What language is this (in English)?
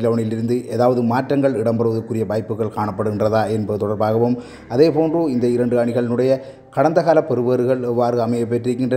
Tamil